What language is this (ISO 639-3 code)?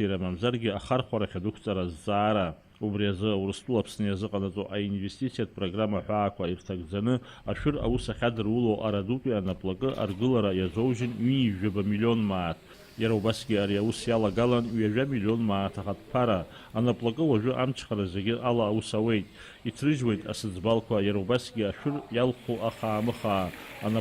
abk